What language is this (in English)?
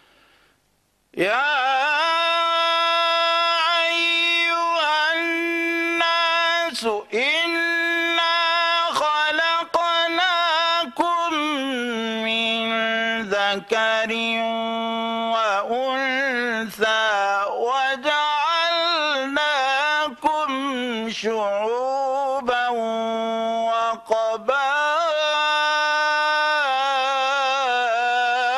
Arabic